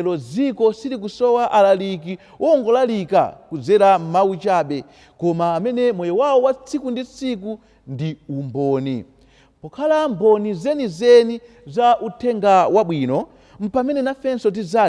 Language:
Nyanja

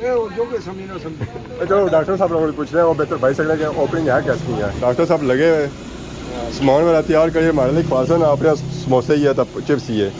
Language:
Pahari-Potwari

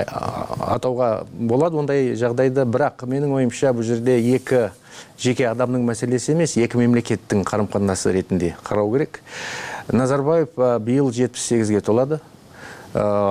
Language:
Kyrgyz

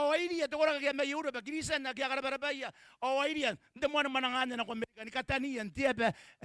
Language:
Gilbertese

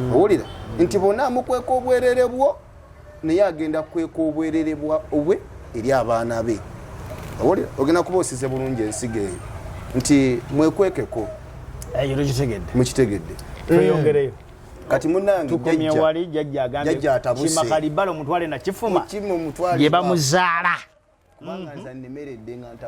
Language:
Ganda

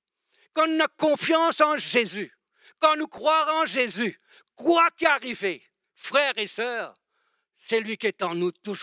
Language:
Morisyen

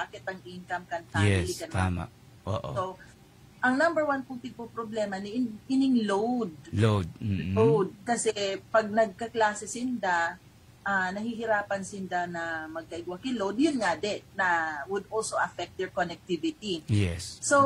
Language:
Bikol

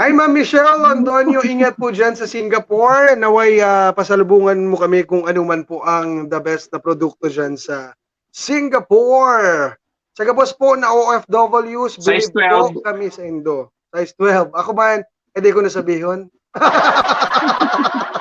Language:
Bikol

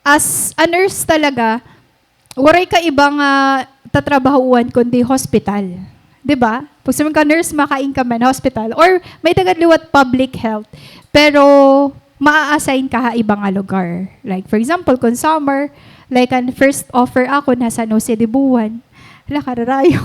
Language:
Waray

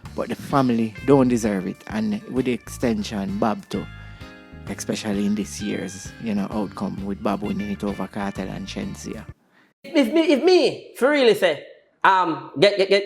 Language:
Jamaican Creole English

